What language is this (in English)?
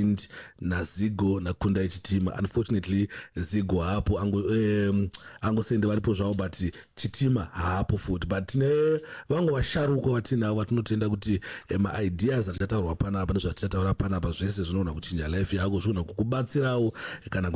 Shona